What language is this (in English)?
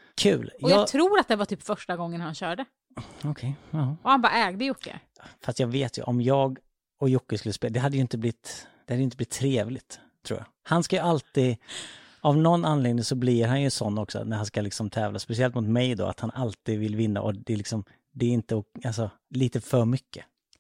Swedish